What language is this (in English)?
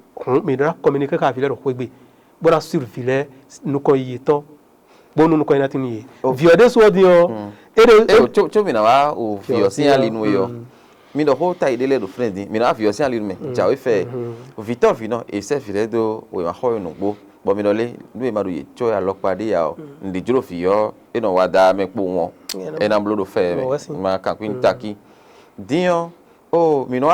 Fon